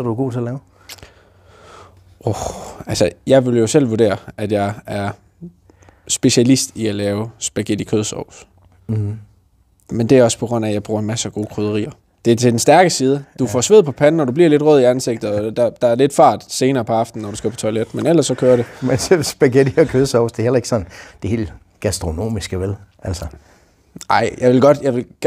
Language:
Danish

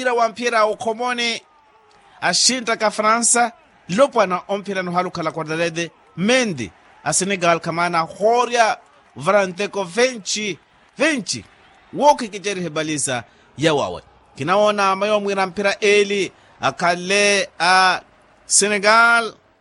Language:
Makhuwa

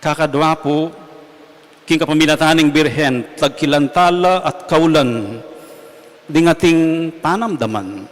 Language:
Pampanga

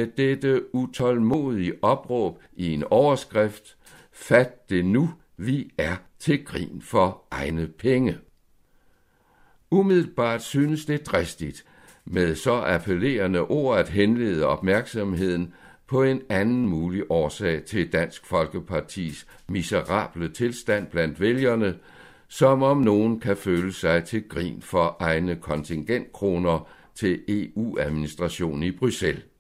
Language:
Danish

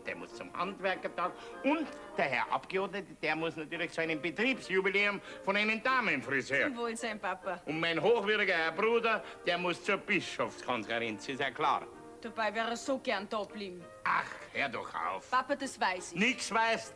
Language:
Bavarian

